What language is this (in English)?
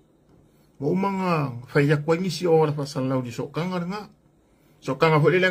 Samoan